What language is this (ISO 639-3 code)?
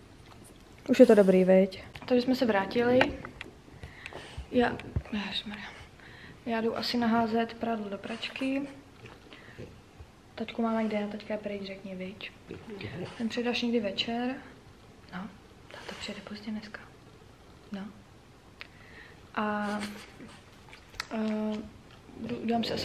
ces